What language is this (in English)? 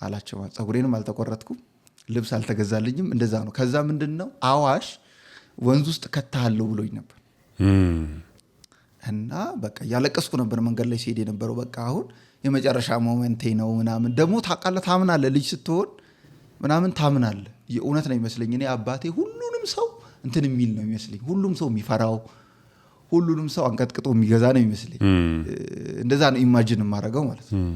Amharic